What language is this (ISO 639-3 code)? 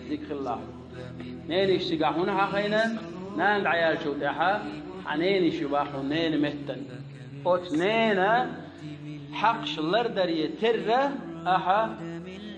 che